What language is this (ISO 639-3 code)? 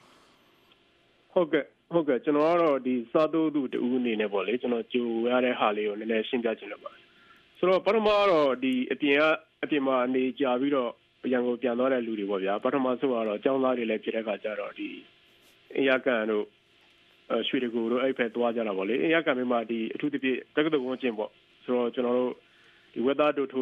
mya